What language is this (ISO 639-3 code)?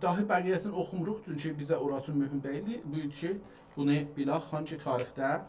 azb